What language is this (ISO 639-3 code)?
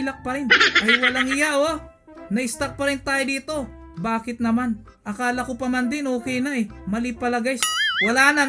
fil